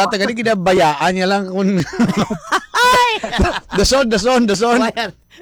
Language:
Hiligaynon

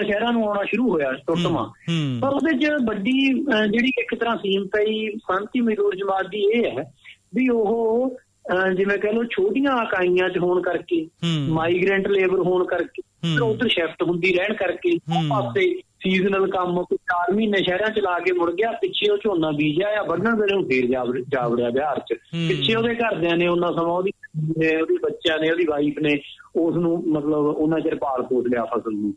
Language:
Punjabi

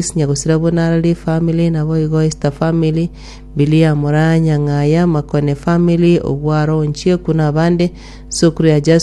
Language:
Gusii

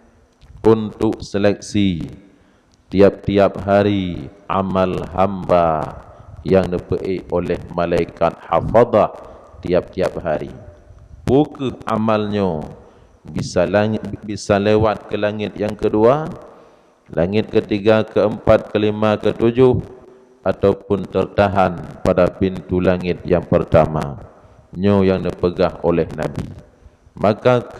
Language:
Achinese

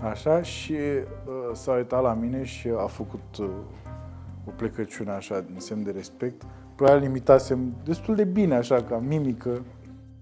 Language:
Romanian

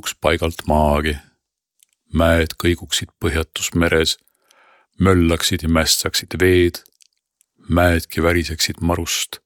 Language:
Estonian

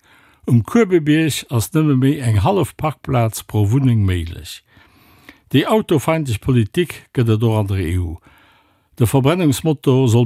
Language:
Luxembourgish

